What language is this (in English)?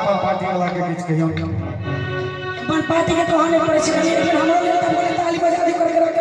Maithili